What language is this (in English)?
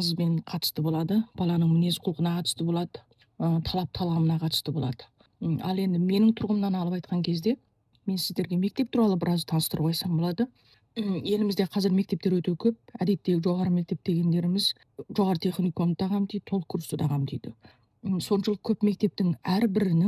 Kazakh